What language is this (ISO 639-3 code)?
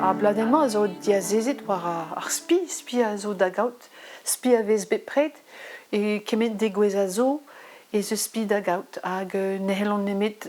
bre